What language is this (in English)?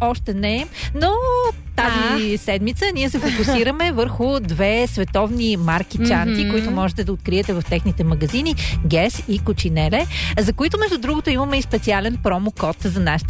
Bulgarian